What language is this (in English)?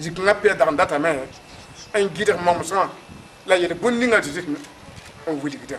Mossi